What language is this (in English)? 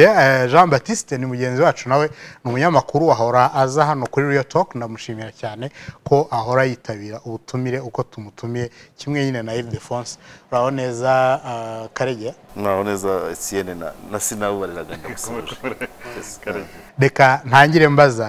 Kinyarwanda